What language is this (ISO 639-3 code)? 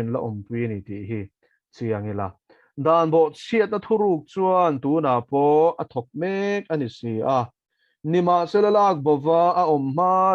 lus